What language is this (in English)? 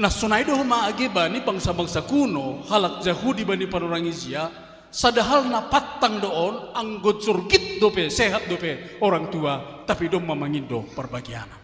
Batak Simalungun